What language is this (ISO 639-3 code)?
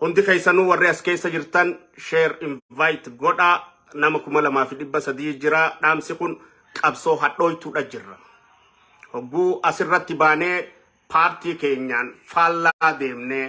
orm